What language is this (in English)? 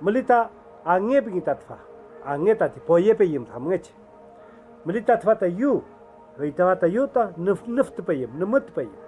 Mapuche